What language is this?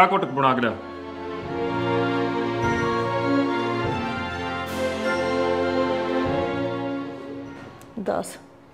Punjabi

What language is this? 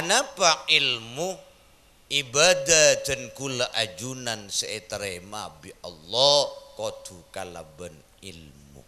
Madurese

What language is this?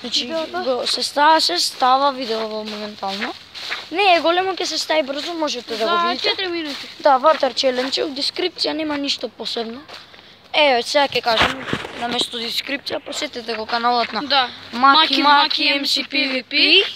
Macedonian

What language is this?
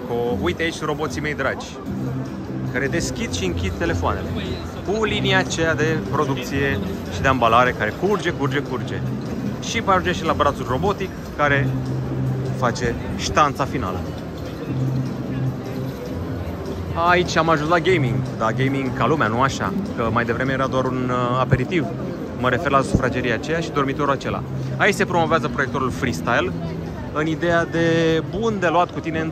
Romanian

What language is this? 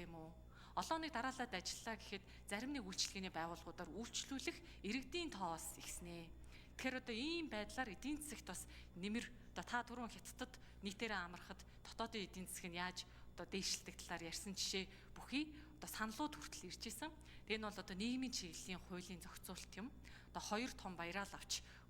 Mongolian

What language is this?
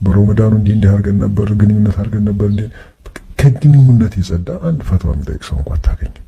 Amharic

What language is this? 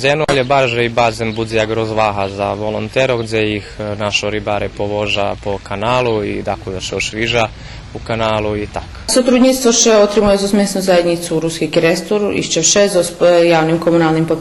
Rusyn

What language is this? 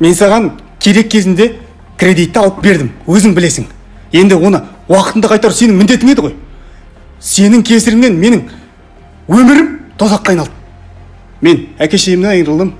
Kazakh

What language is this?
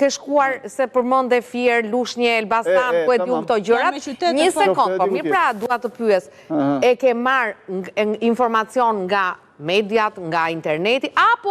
Albanian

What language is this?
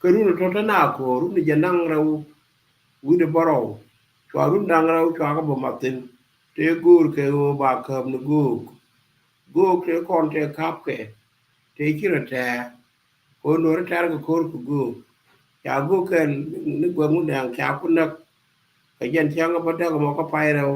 Nuer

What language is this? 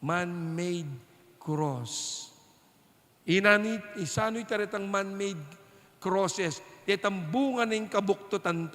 Pampanga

